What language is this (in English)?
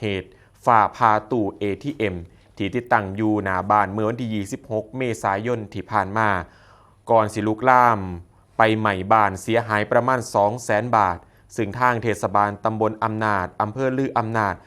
Northeastern Thai